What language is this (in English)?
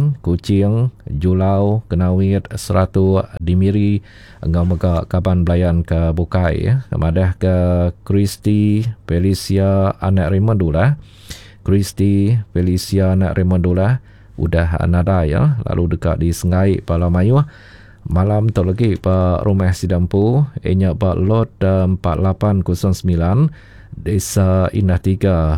Iban